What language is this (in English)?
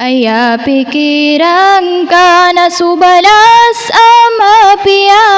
Maranao